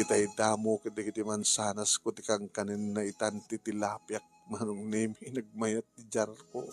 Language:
Iloko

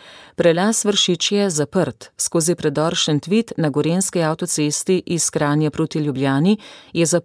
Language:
Slovenian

